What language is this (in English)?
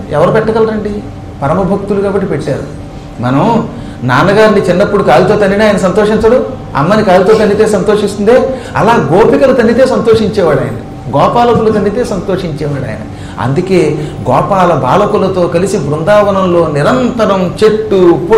Telugu